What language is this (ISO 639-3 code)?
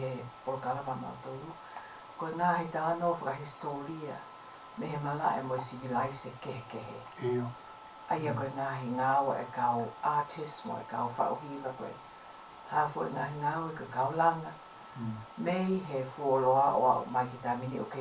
ton